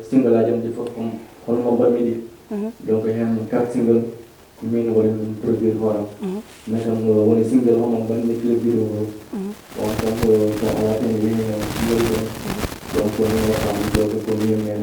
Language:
Fula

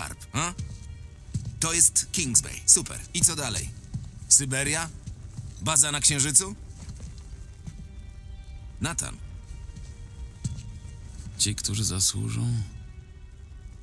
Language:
Polish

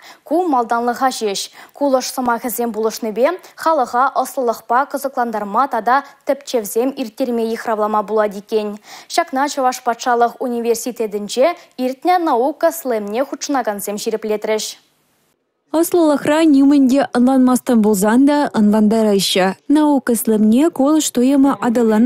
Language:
Chuvash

